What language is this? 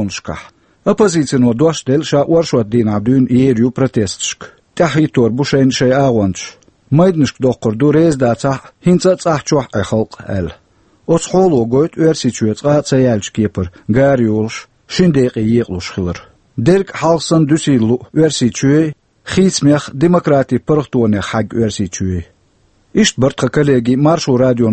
Chechen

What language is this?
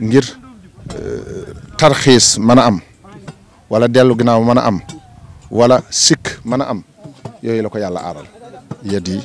Wolof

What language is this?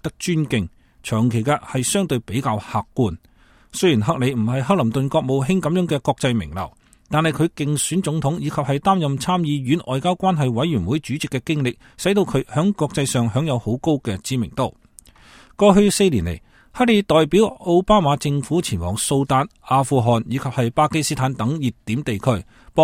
Cantonese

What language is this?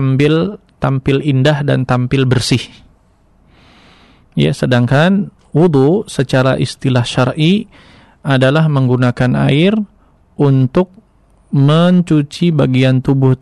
Indonesian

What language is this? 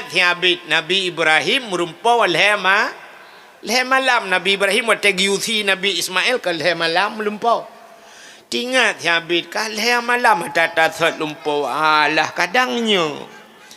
Achinese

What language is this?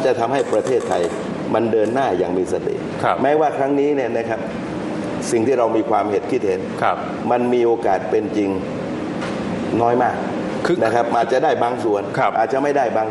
Thai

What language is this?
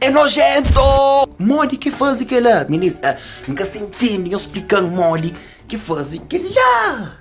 Kabuverdianu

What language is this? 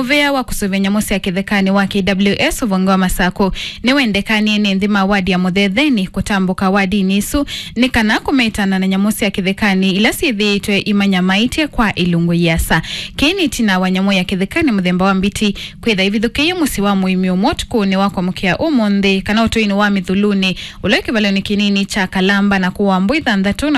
Kamba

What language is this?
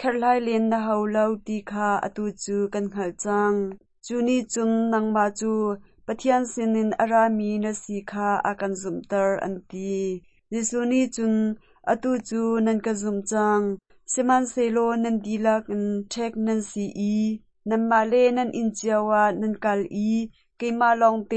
Hakha Chin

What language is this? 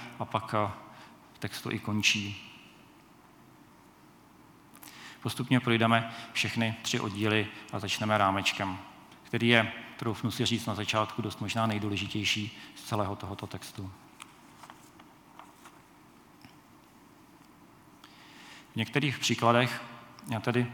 Czech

